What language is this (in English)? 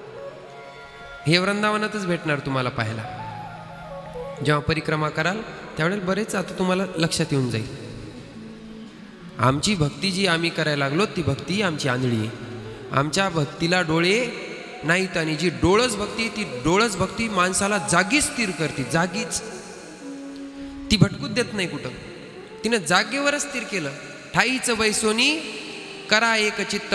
Marathi